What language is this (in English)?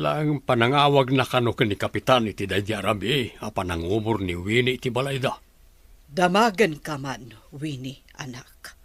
Iloko